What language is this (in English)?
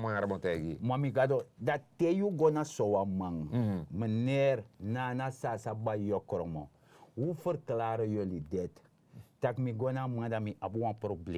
Sranan Tongo